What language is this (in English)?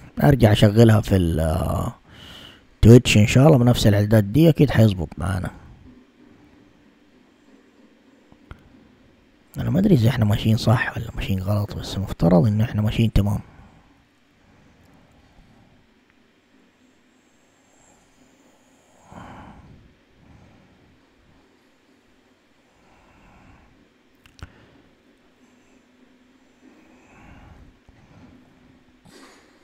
Arabic